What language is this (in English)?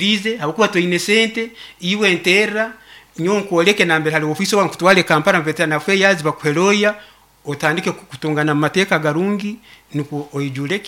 Nyoro